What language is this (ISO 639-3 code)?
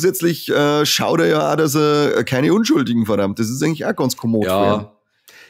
bar